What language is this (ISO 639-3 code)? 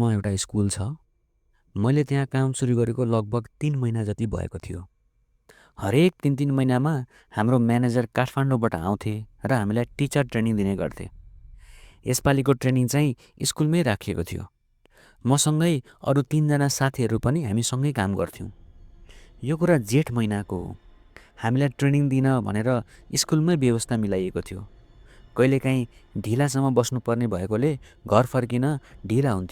nep